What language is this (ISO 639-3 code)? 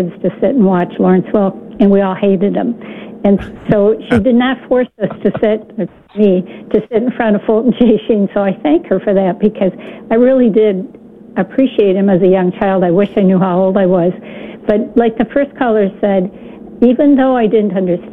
eng